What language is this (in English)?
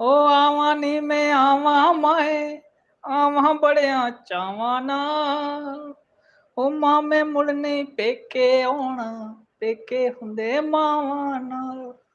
Dogri